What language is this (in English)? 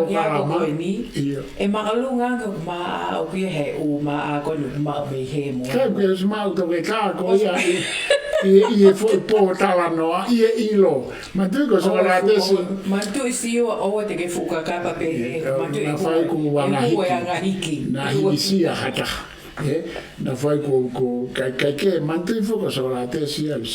Tongan